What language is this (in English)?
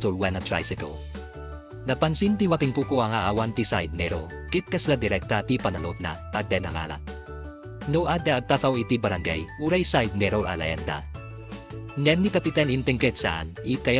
Iloko